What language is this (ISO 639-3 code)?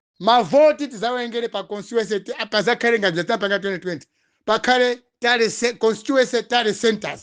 nya